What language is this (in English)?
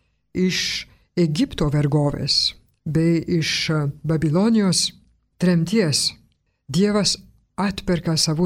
Lithuanian